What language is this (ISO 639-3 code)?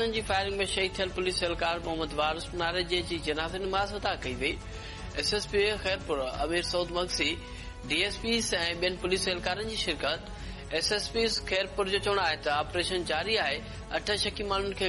snd